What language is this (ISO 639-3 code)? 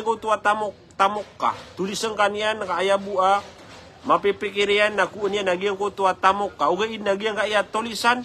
mrw